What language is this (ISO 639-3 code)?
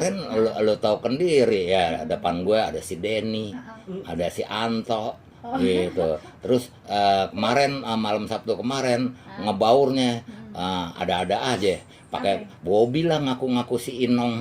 bew